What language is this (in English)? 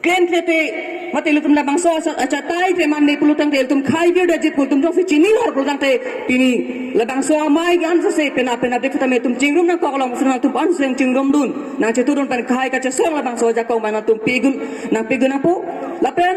Karbi